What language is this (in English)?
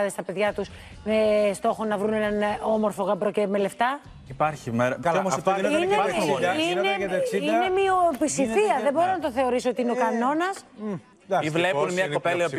Greek